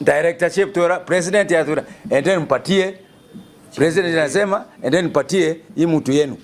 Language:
Meru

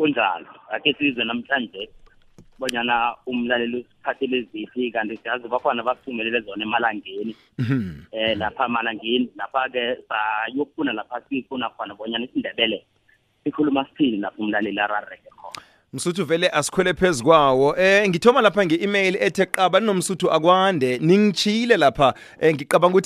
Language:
South Ndebele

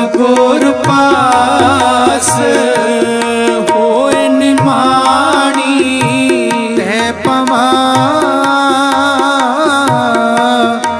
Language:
Punjabi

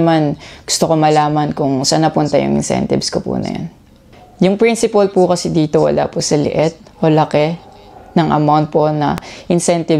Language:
Filipino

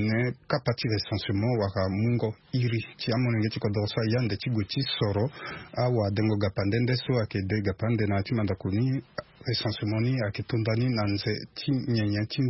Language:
Sango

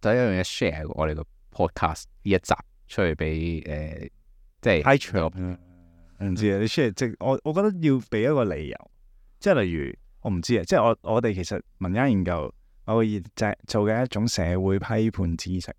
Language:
Cantonese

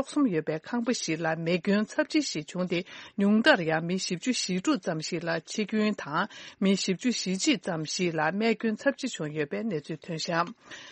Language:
Tibetan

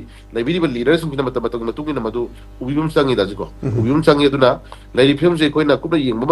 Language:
Manipuri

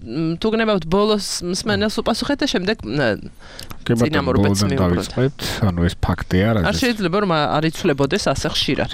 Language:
Georgian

